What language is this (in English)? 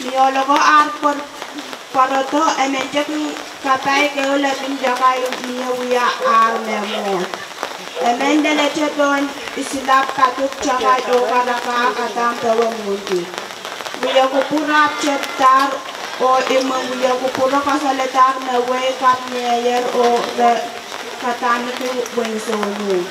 Pohnpeian